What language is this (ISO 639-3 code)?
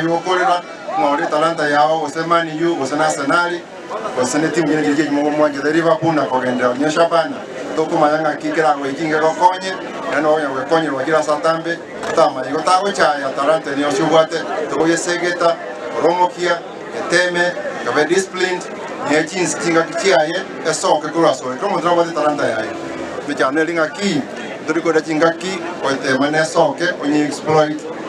guz